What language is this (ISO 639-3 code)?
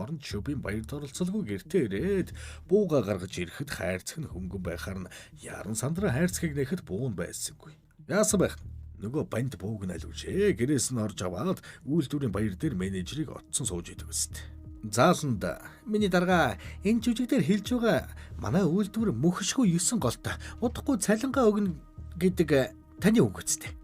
mon